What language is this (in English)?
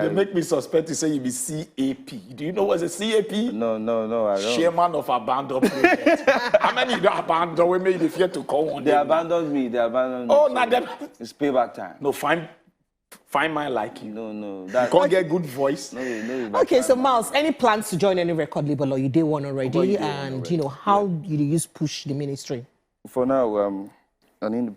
Nigerian Pidgin